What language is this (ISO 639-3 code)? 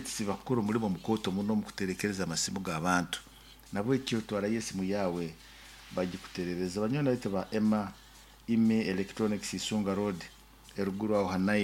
nyo